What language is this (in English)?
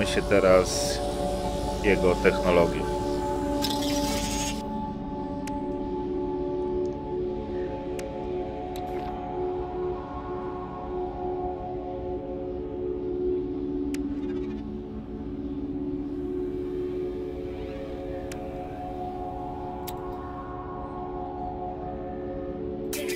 Polish